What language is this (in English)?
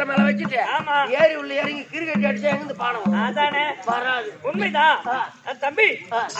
Tamil